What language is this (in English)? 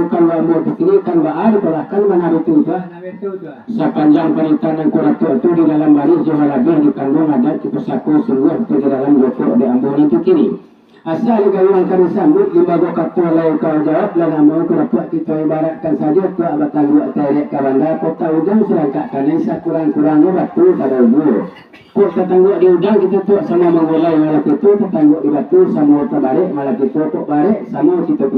Minangkabau